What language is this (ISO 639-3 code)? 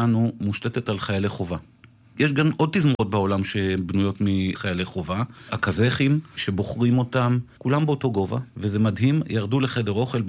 heb